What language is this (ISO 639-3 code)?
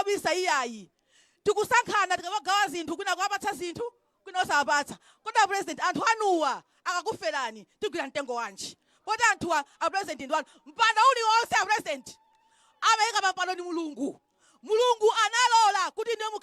nya